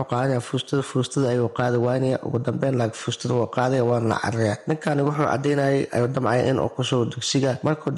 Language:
Somali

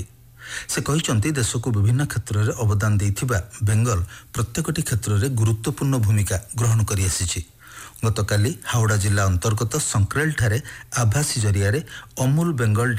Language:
Odia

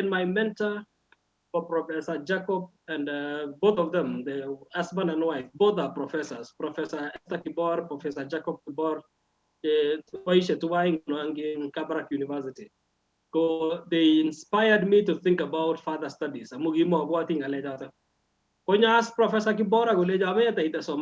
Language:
Kalenjin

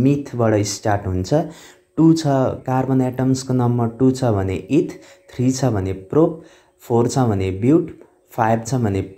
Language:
Nepali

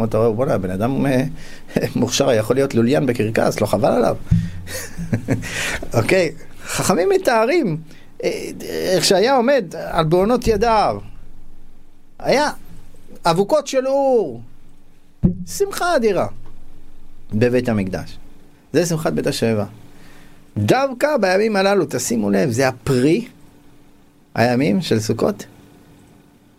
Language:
Hebrew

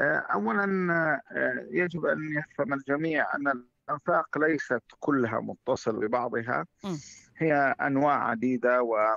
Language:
Tunisian Arabic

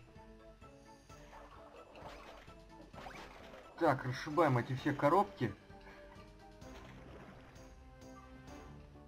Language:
Russian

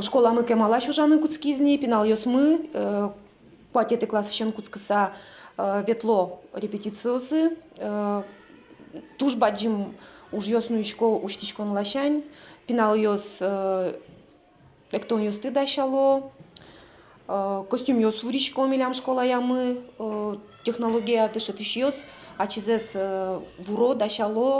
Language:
Udmurt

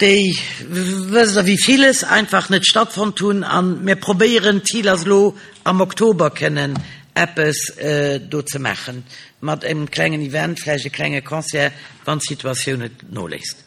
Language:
Luxembourgish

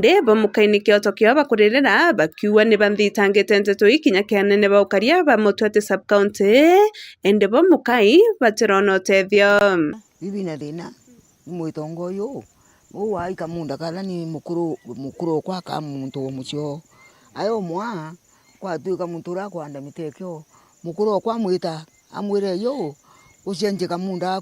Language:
Meru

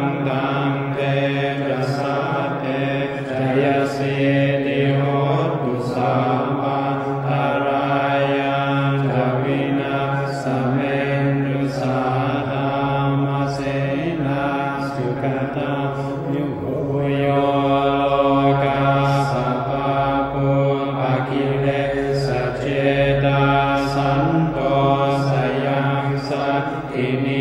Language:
Pali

